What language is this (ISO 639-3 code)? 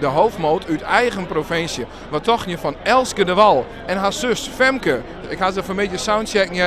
fry